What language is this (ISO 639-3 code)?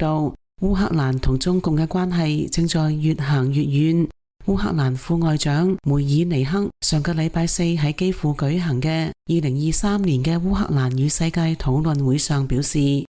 yue